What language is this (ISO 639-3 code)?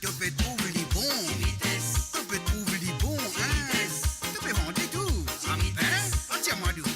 mfe